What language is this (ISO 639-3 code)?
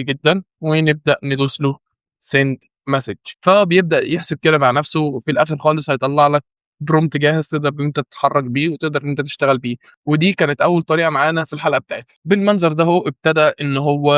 arz